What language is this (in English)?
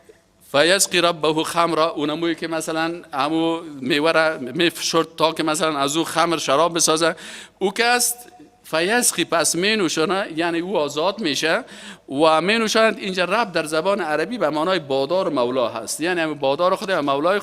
Persian